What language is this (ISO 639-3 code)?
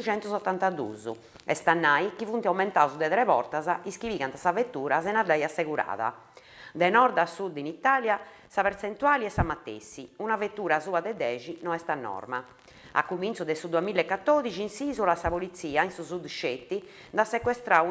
srd